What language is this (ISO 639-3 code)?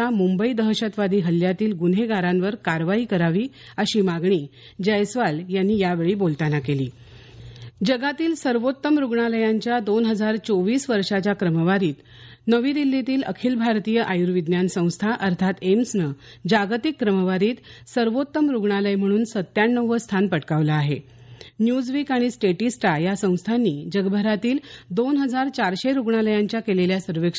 mar